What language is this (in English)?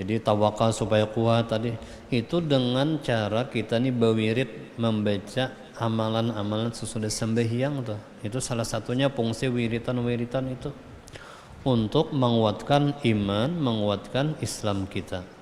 Banjar